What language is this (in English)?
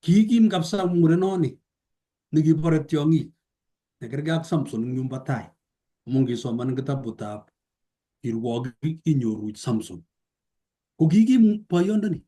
Kalenjin